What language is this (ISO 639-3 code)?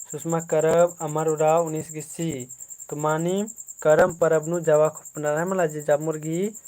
kru